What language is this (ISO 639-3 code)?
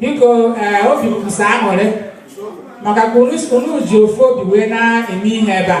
ibo